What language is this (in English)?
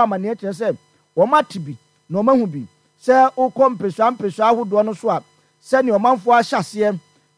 Akan